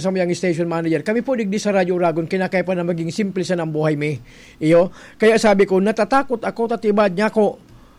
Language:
Bikol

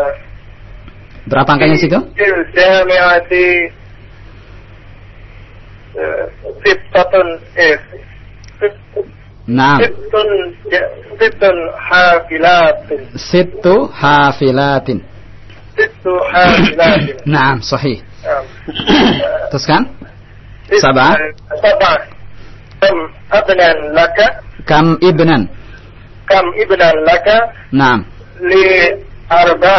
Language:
Indonesian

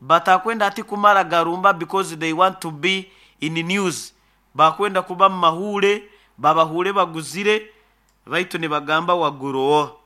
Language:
Nyoro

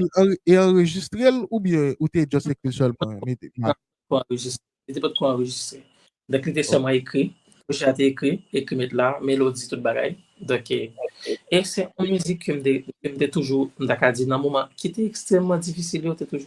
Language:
Haitian Creole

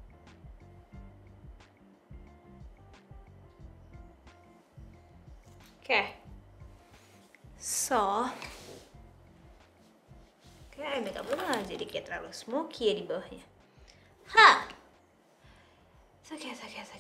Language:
Indonesian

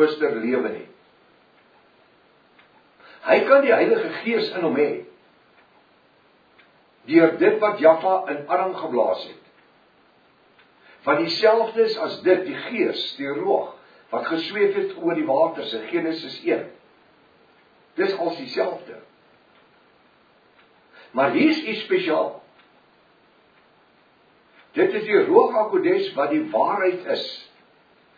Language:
Afrikaans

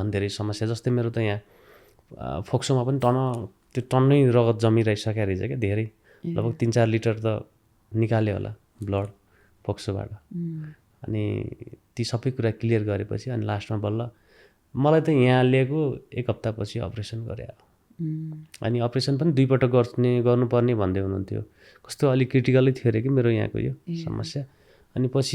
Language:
Nepali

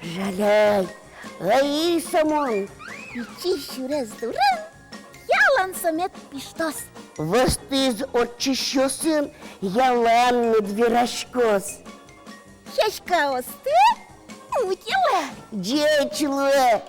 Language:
Udmurt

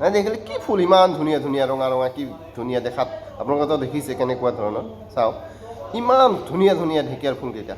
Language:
Assamese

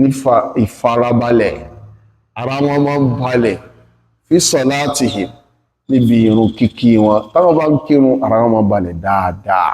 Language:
Yoruba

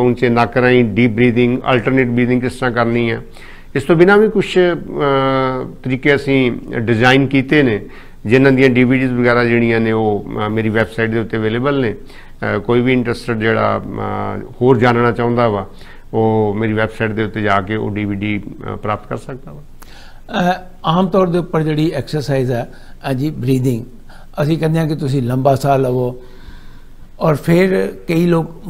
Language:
Punjabi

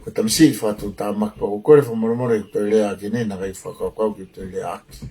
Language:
Tongan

